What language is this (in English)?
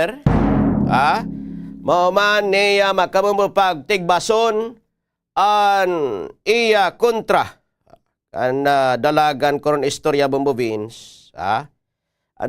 Waray